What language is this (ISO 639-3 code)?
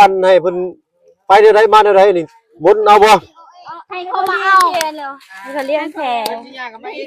lao